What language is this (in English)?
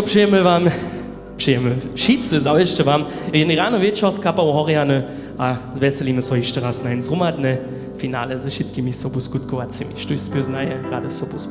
Upper Sorbian